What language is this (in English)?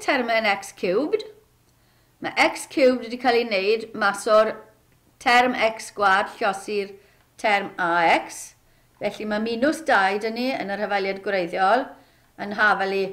Welsh